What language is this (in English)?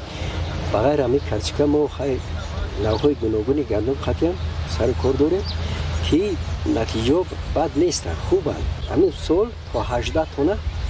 Tajik